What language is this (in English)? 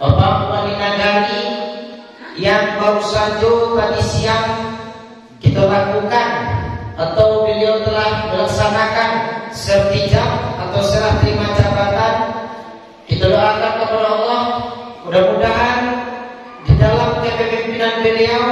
Minangkabau